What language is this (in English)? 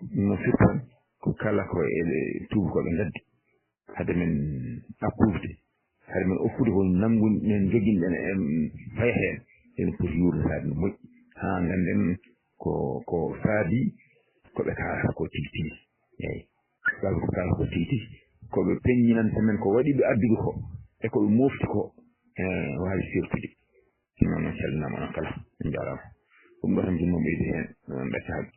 Fula